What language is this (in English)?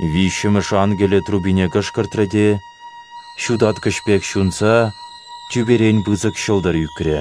Chuvash